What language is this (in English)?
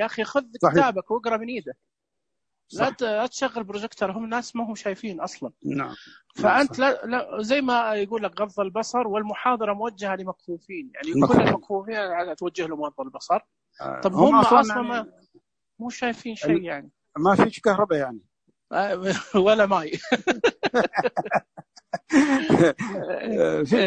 Najdi Arabic